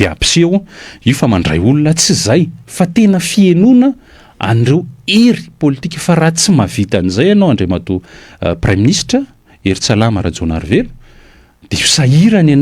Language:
Malagasy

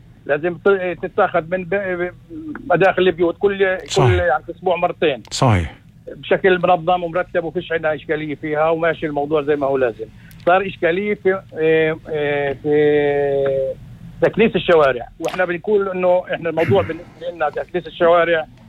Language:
North Levantine Arabic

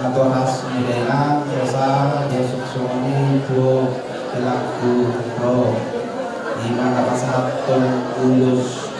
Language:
Batak Toba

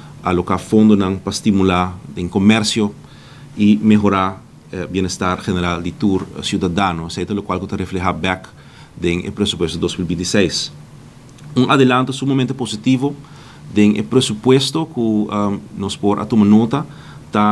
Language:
Papiamento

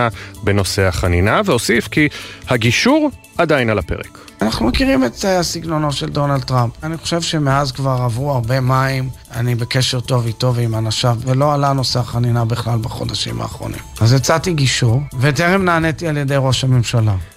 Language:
Hebrew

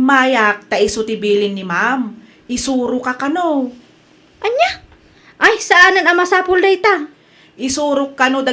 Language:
Iloko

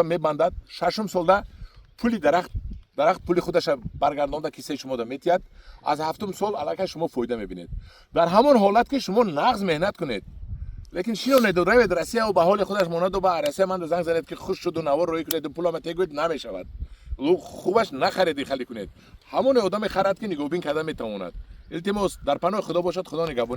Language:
Tajik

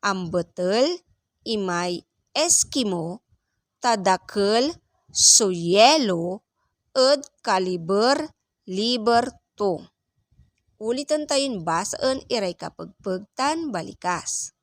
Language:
Pangasinan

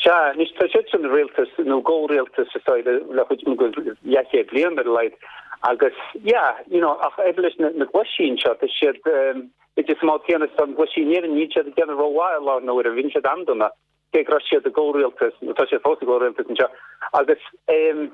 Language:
Irish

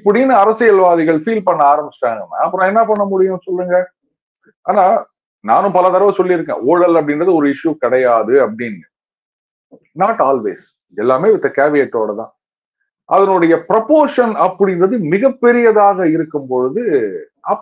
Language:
Tamil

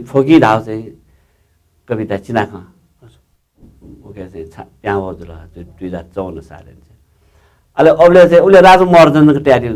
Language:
Newari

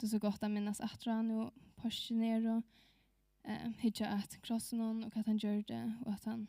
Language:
Faroese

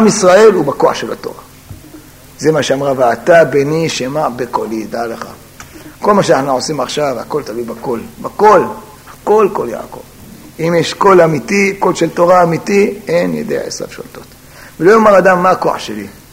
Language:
Hebrew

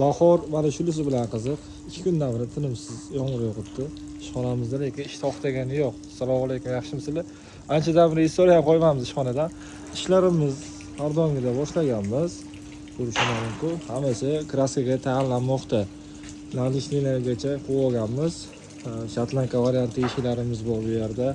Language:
Uzbek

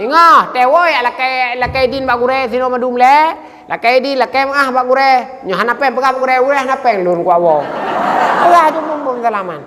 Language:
Achinese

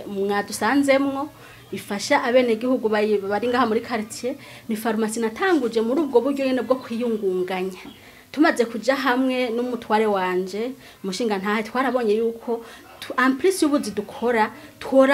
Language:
Rundi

